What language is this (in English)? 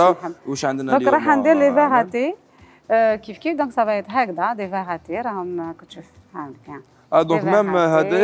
Algerian Arabic